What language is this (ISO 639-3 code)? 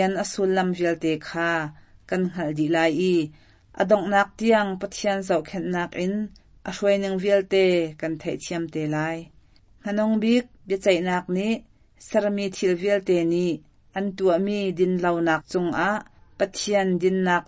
cnh